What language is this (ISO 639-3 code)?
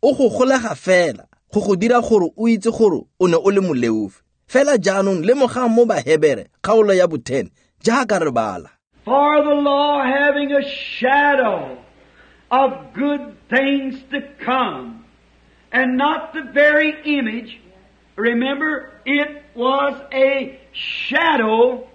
tsn